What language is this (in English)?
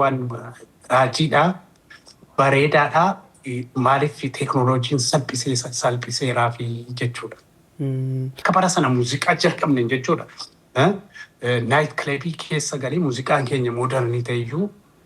Oromo